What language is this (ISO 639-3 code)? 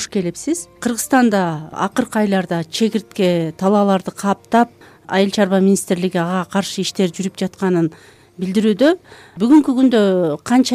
kir